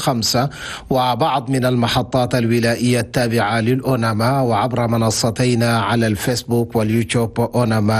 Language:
Chadian Arabic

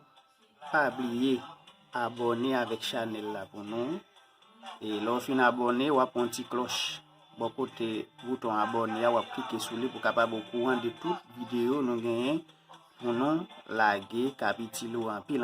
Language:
Haitian Creole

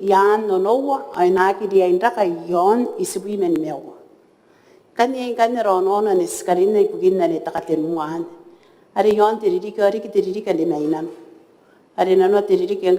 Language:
Gilbertese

